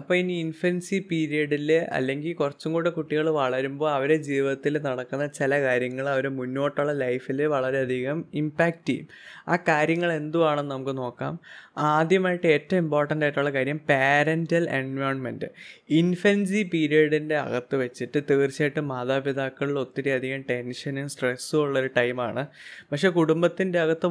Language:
Malayalam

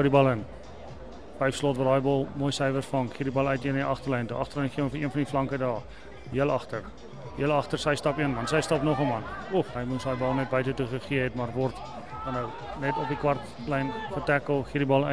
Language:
Afrikaans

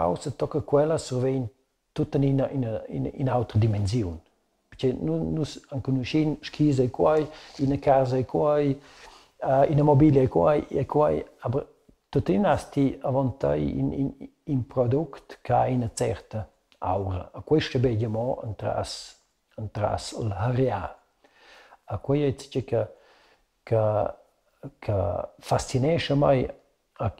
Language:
Romansh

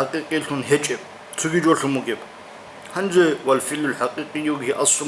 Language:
Avaric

